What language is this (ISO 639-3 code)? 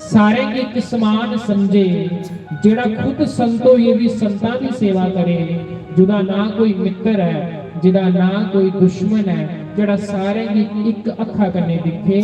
doi